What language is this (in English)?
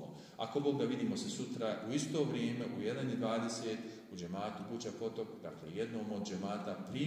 Bosnian